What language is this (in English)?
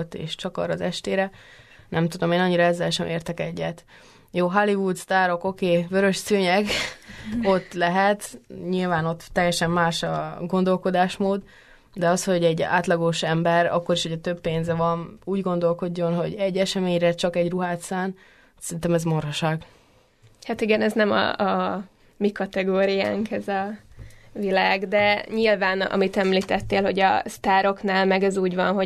Hungarian